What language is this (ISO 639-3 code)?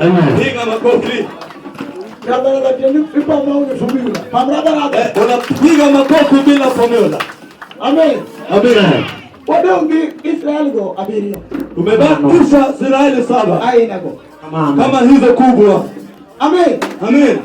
luo